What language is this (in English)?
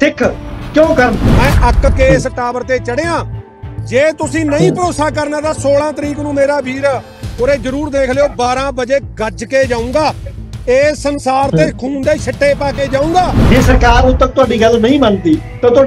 Punjabi